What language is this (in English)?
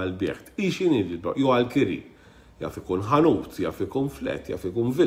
Maltese